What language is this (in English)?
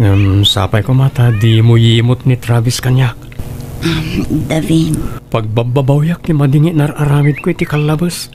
Iloko